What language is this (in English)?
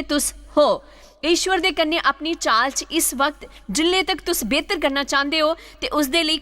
Dogri